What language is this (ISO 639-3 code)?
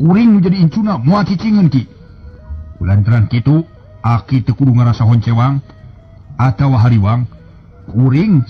sun